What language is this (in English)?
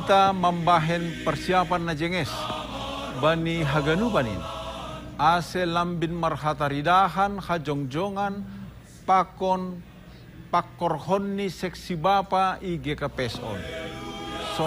Batak Simalungun